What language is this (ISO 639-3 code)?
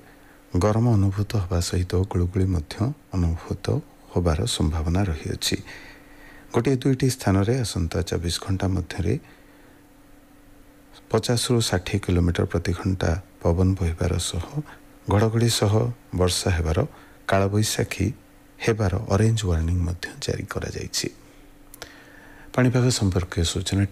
ori